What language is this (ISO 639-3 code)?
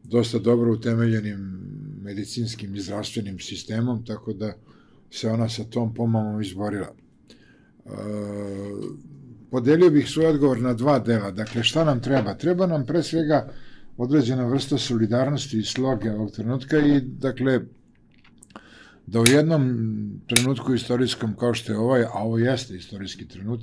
srp